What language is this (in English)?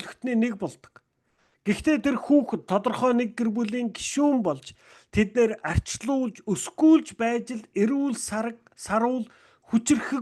Mongolian